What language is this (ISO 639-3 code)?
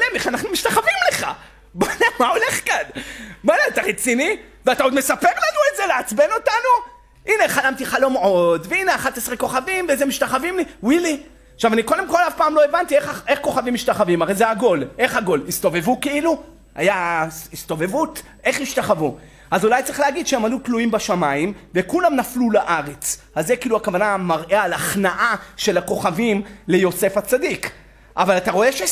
heb